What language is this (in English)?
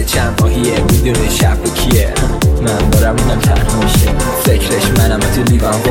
Persian